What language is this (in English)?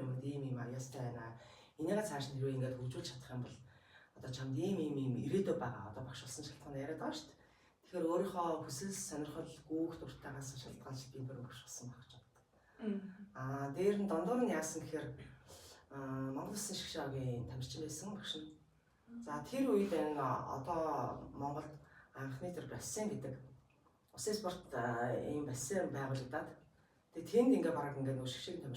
Mongolian